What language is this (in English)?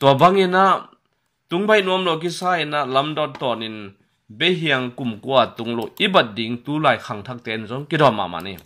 Tedim Chin